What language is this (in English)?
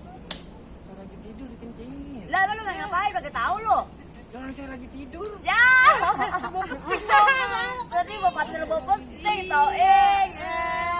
Betawi